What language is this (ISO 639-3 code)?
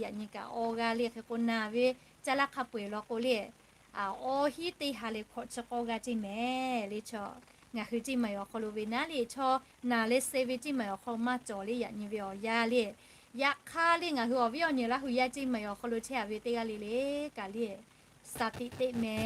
lhu